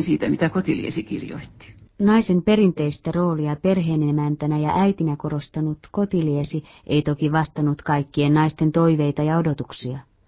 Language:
Finnish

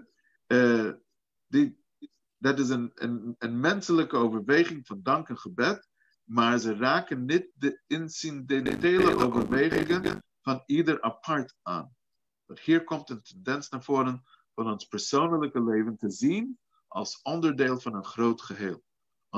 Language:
Dutch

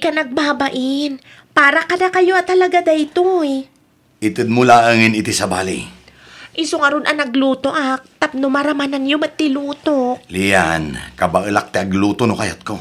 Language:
Iloko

